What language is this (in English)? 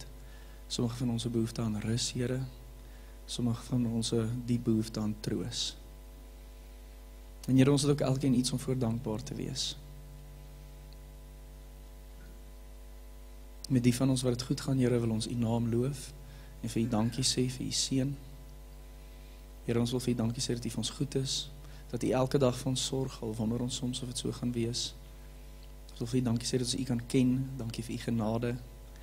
Afrikaans